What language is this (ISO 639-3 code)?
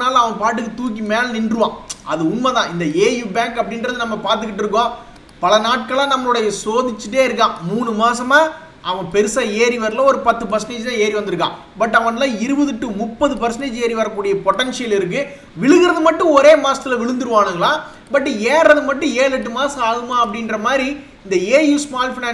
tam